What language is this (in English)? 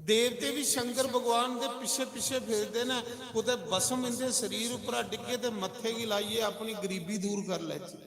Dogri